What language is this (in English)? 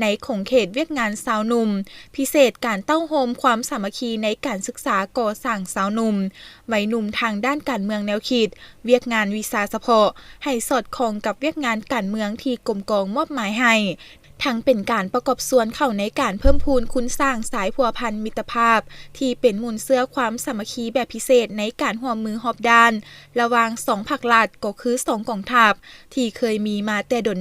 Lao